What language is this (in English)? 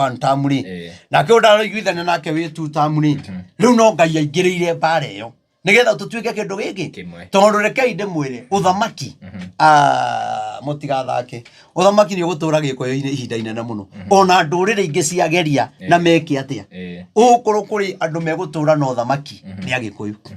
Kikuyu